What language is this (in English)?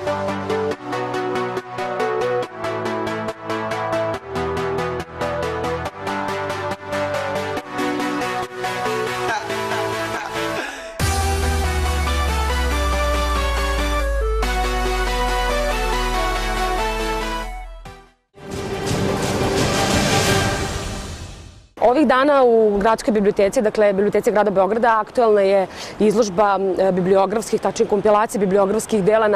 Serbian